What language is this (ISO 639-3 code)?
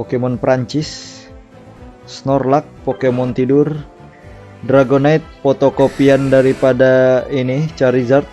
bjn